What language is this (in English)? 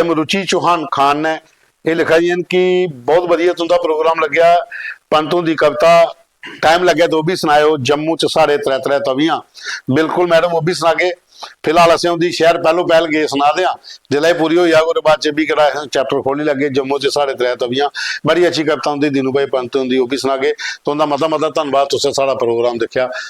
Dogri